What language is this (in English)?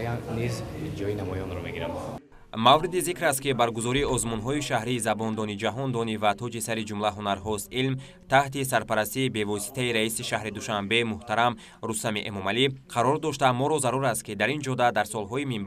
Tajik